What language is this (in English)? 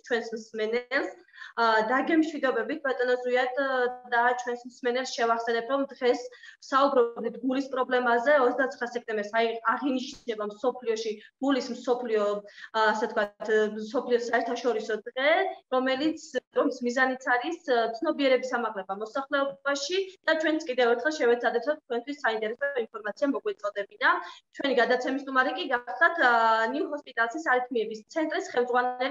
Georgian